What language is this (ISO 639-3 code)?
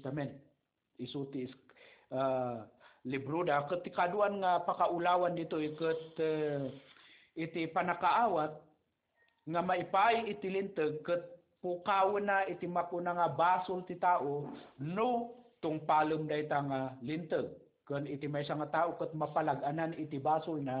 ilo